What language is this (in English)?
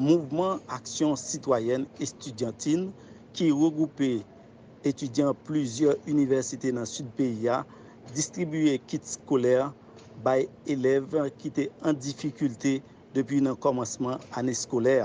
Haitian Creole